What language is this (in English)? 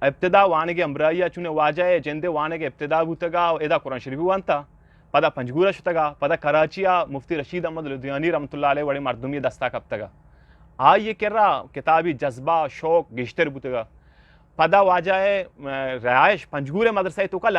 Eastern Balochi